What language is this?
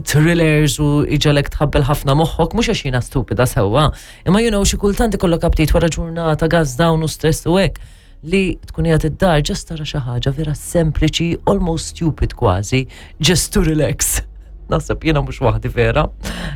Maltese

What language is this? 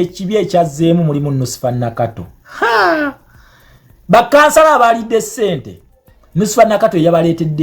Ganda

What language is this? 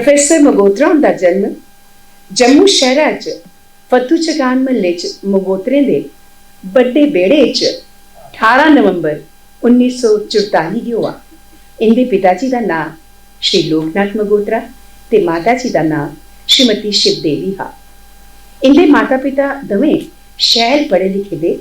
Dogri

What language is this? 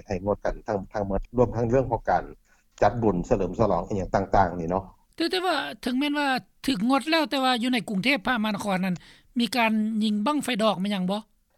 Lao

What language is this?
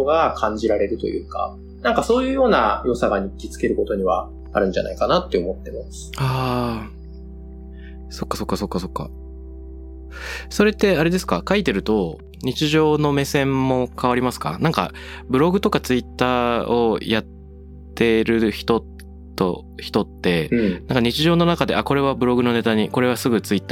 Japanese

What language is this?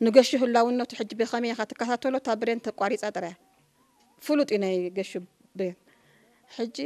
Tigrinya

